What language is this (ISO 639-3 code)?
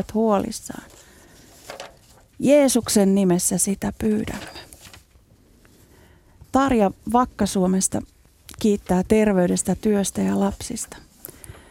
fin